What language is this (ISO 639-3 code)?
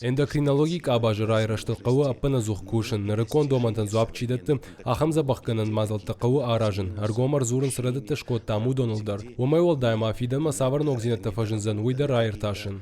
oss